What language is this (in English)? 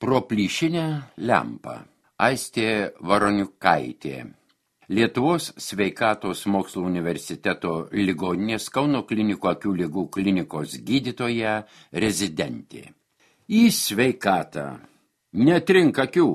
Lithuanian